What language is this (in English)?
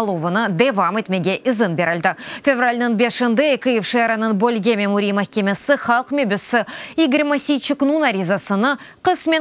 Crimean Tatar